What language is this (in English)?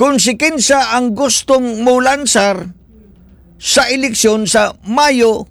Cebuano